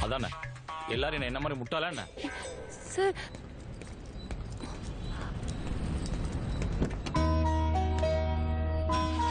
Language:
Tamil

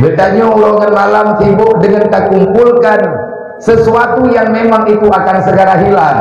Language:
Achinese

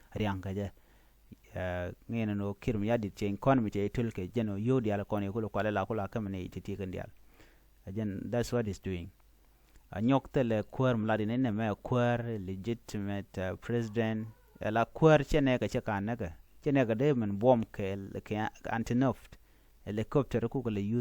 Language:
Nuer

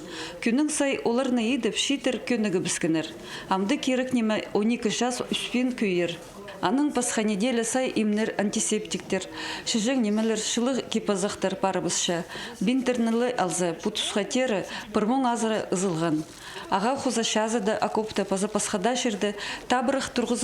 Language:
Khakas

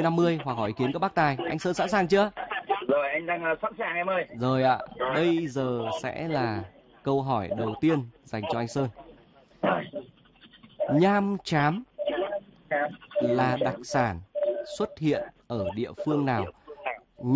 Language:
Vietnamese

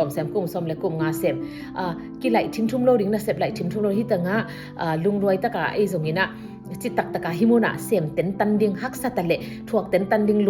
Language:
Tedim Chin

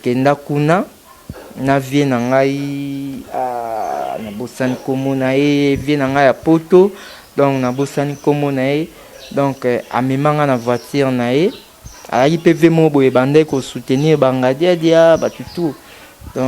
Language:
Lingala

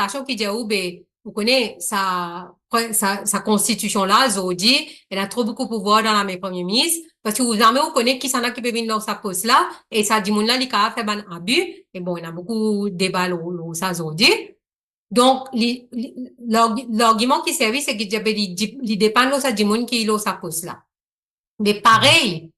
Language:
Morisyen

